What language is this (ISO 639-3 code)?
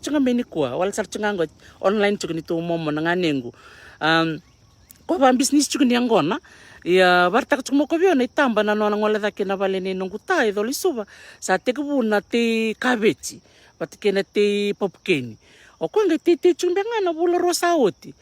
fij